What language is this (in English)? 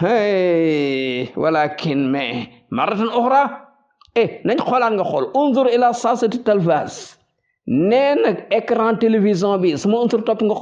Wolof